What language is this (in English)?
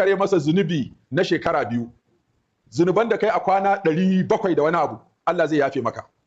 Hausa